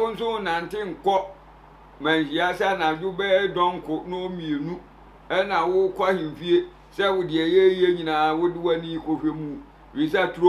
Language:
Akan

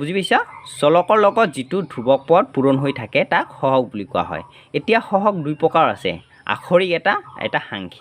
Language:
Assamese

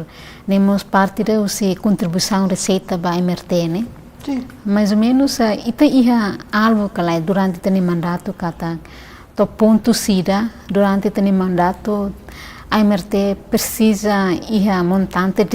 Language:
Tetum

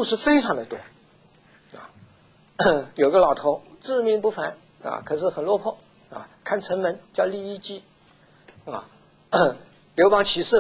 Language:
Chinese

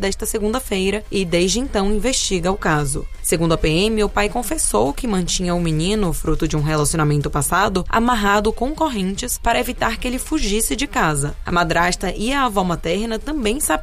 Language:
Portuguese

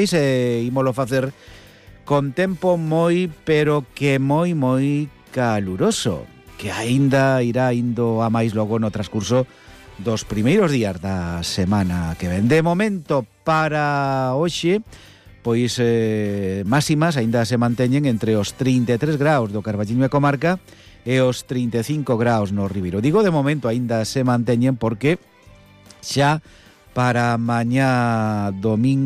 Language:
Galician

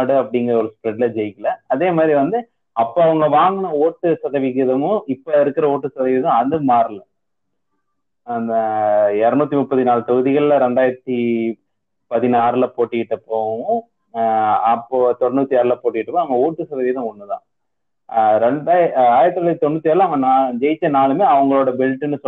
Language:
Tamil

